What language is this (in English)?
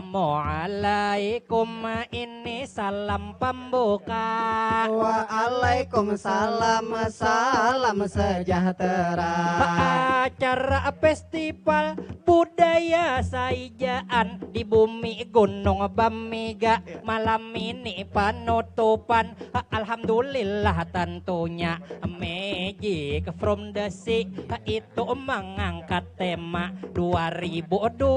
Banjar